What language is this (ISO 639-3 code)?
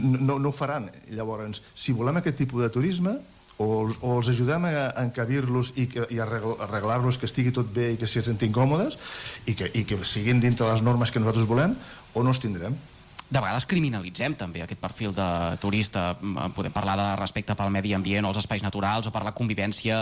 cat